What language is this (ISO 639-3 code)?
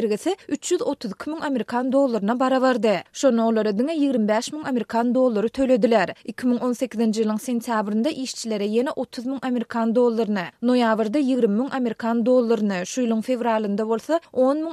tuk